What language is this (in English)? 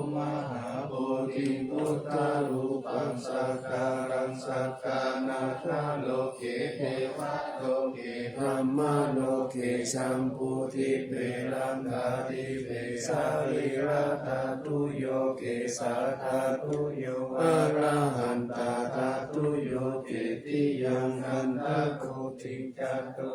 Pali